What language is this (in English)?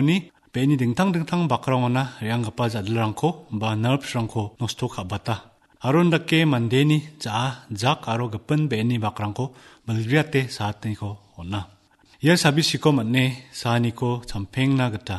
Garo